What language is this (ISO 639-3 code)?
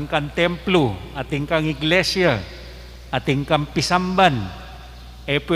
pam